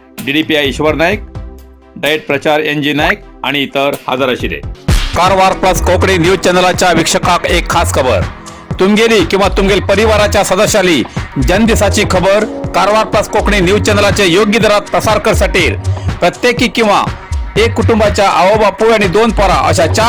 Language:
Konkani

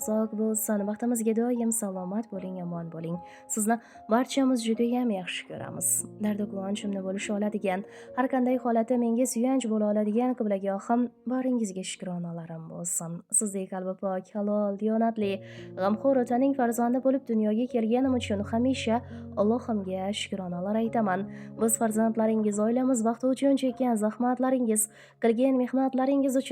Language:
Uzbek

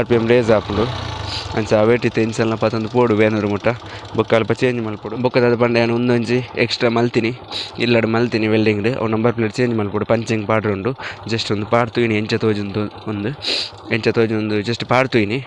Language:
Tulu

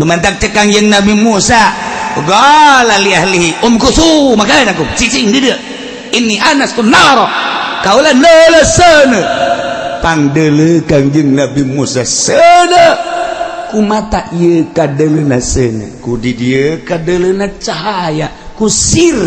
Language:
Sundanese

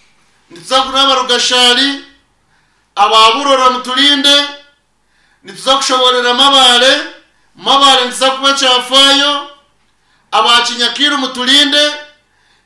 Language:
Nyankole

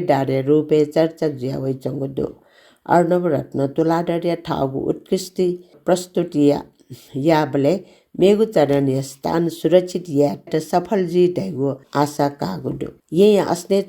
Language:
Newari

